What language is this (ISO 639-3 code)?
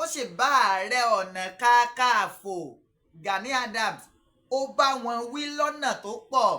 yor